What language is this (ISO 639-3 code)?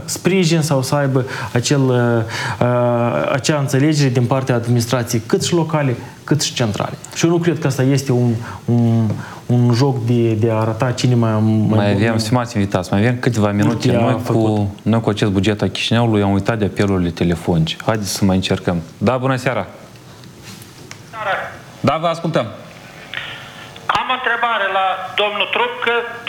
ron